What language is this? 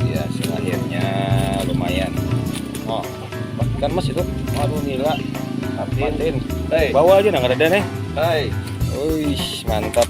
Banjar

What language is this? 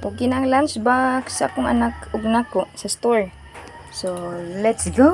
Cebuano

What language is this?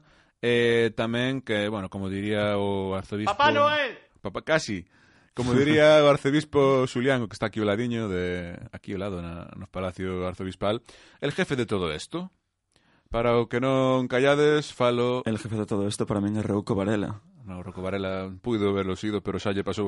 Galician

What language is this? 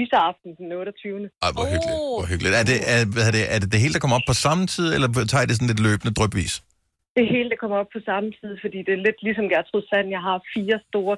Danish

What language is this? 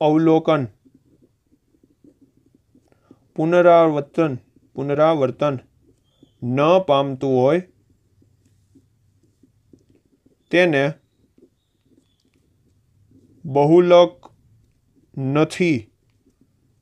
Gujarati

